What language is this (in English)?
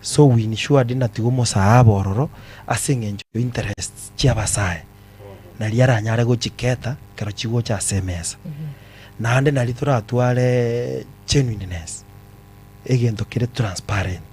Gusii